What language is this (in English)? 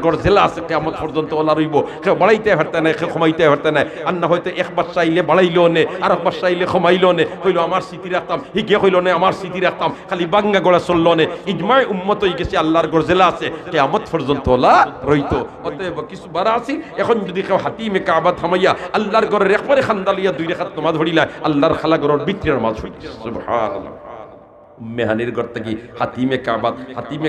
Sylheti